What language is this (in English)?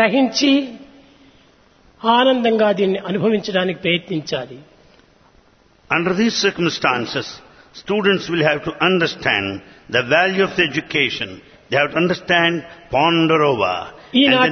Telugu